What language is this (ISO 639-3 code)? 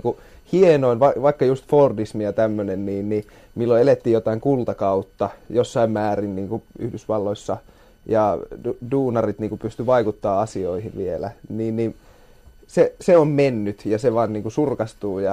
fin